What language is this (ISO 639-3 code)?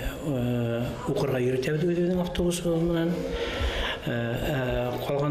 bak